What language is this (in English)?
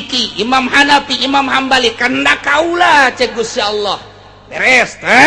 Sundanese